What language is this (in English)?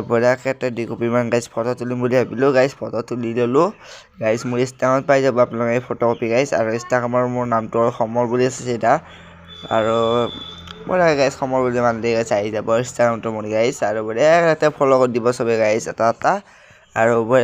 Assamese